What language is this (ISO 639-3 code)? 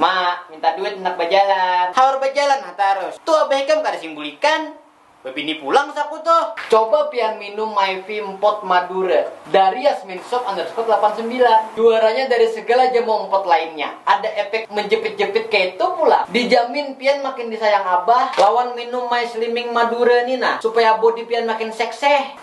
bjn